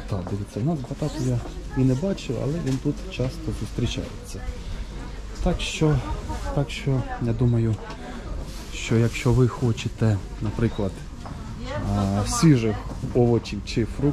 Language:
Ukrainian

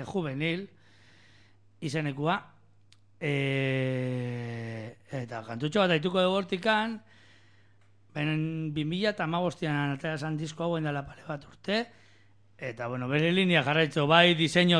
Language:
Basque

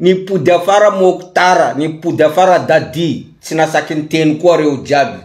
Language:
Malagasy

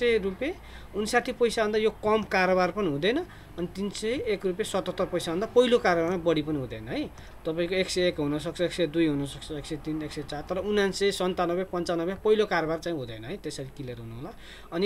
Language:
Nepali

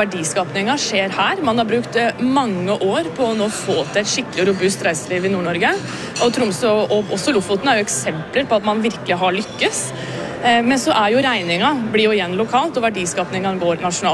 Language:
Norwegian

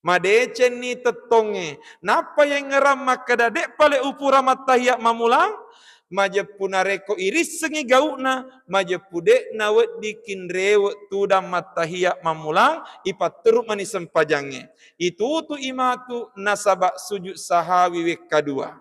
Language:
Buginese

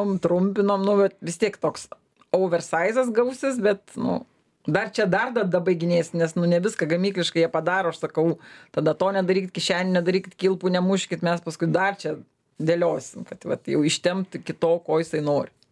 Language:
Lithuanian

